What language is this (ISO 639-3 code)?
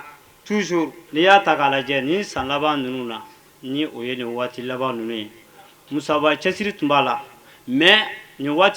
bam